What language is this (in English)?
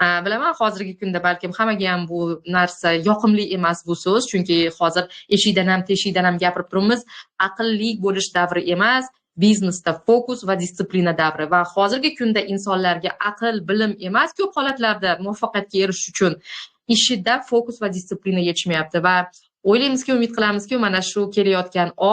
Uzbek